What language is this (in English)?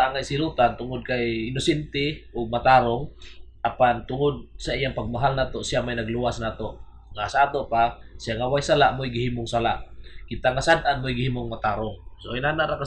Cebuano